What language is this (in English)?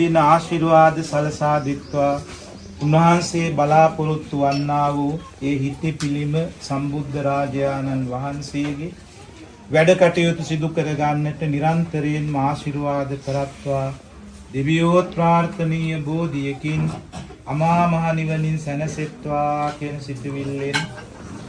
Sinhala